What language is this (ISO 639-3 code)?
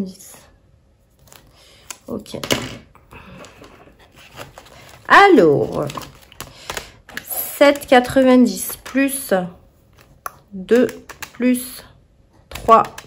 fra